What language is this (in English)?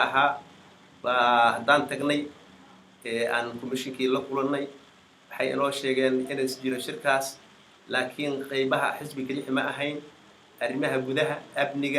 Somali